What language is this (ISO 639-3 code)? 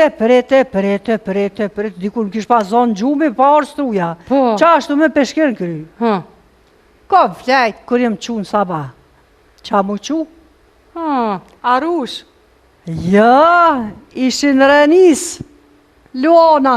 sqi